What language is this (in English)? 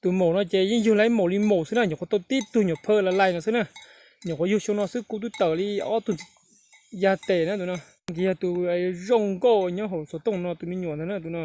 Hmong